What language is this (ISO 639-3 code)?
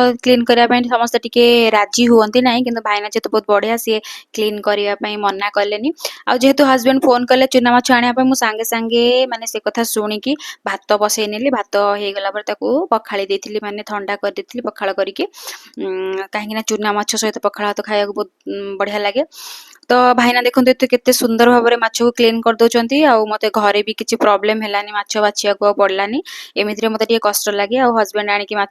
ori